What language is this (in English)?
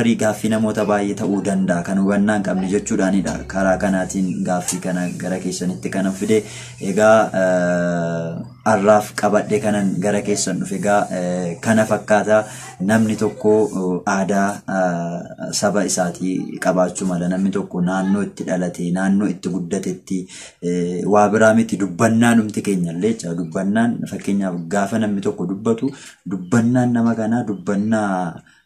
Oromo